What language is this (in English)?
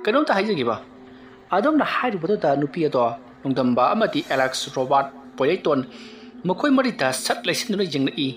Manipuri